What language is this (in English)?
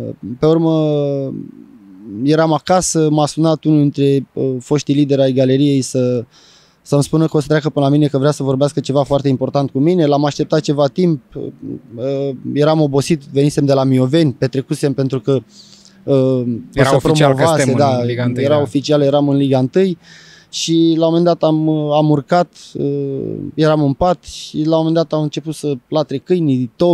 Romanian